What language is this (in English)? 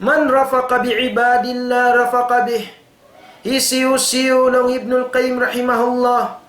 Tausug